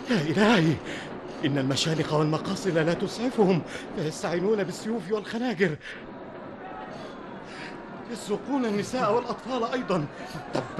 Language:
Arabic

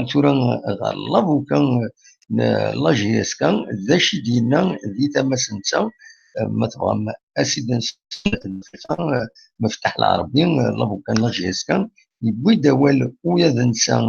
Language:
Kabyle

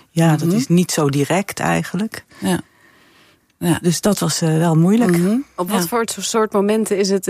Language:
Dutch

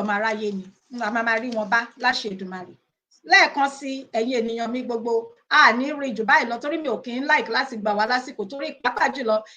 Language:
Yoruba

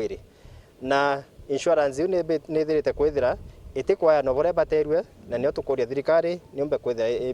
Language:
Meru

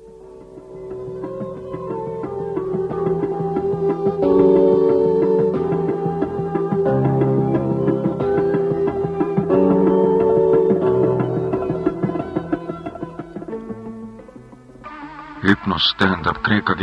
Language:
Estonian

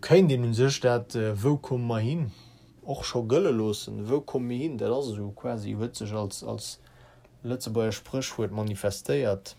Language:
Luxembourgish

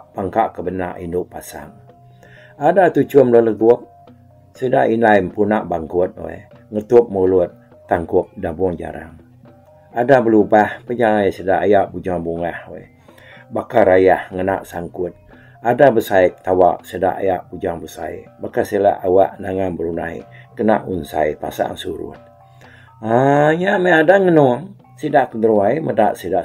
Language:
Iban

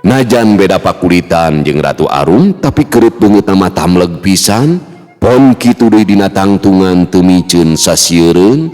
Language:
Sundanese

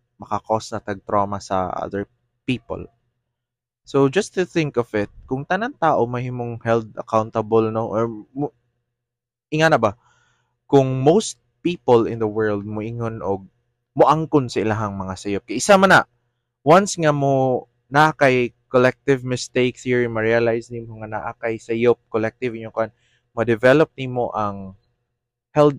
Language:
Cebuano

